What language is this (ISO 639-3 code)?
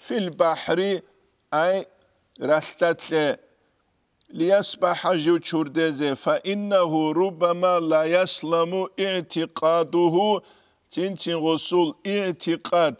ava